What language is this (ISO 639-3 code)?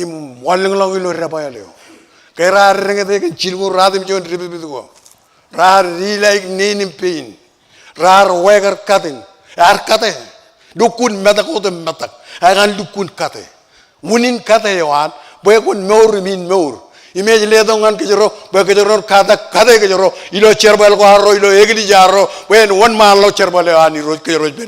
mah